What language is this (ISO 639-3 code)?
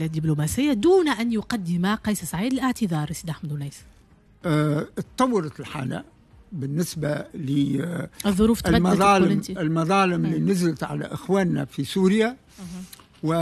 aeb